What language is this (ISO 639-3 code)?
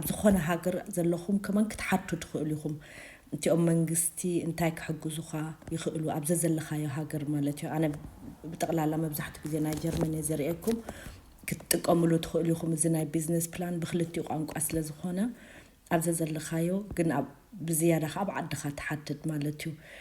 tir